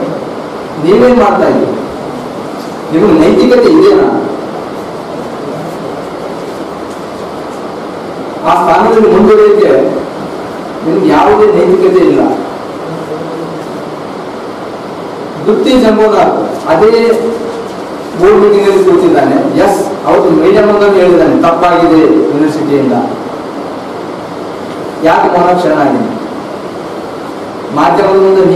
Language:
Kannada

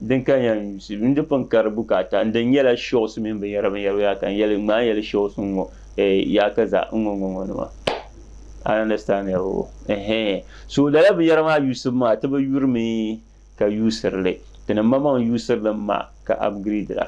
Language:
Dagbani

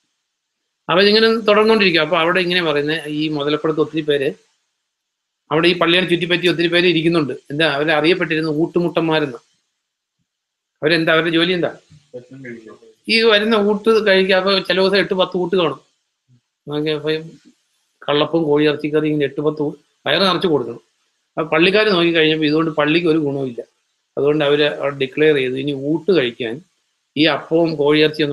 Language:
Malayalam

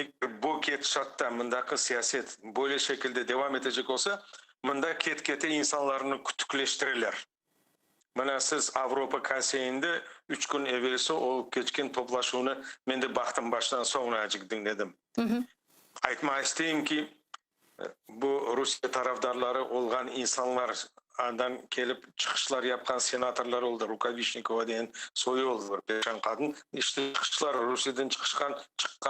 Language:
Crimean Tatar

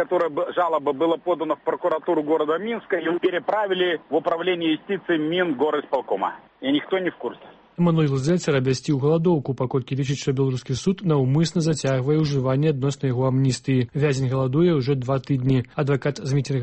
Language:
Belarusian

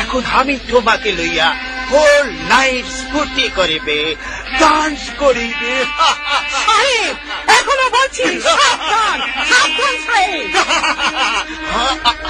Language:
Bangla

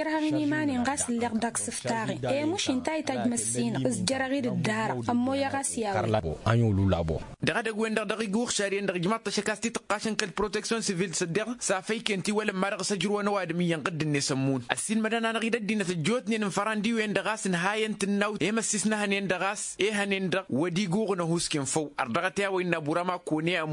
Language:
Tamasheq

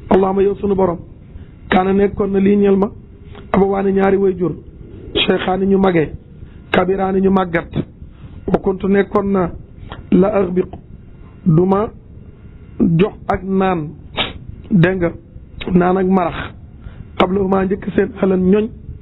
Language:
Wolof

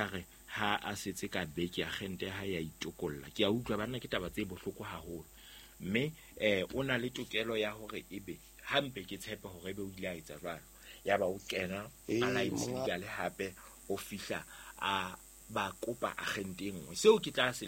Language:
Southern Sotho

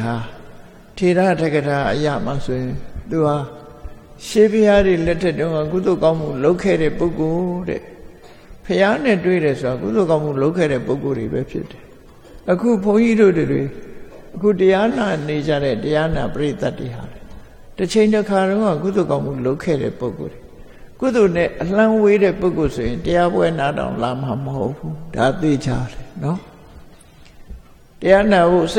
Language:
Burmese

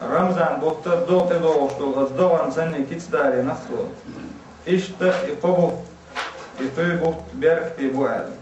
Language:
Chechen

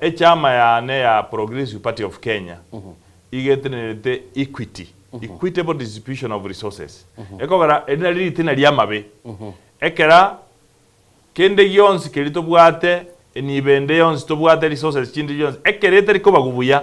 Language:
Gusii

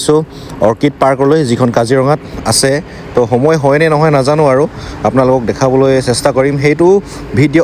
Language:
Assamese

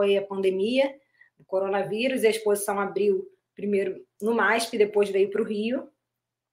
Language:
Portuguese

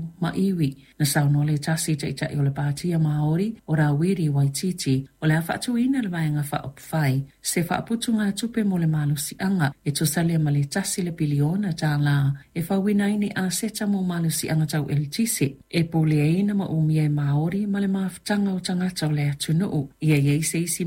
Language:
Samoan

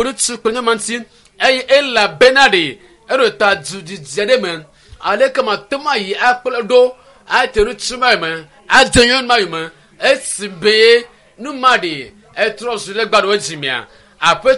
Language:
Ewe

